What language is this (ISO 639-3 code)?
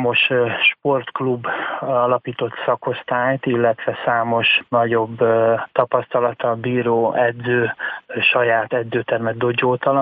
hun